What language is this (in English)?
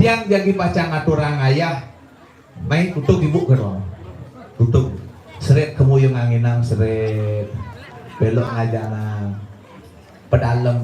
Balinese